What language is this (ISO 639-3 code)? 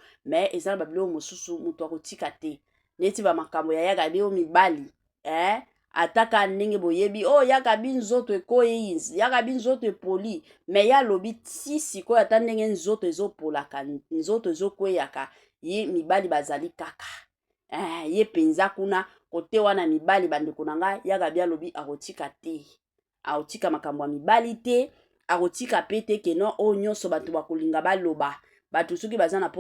lin